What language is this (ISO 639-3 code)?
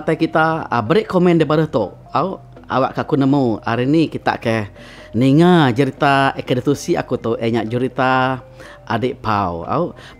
iba